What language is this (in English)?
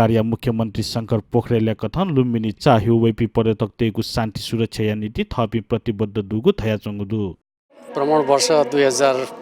Newari